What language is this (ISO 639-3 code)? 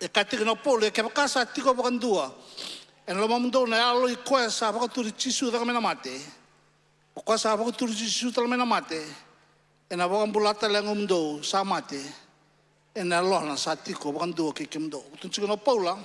fij